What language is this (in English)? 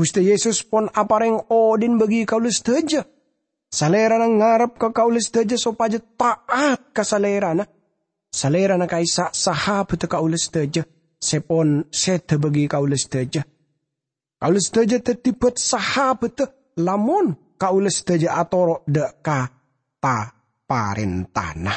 Madurese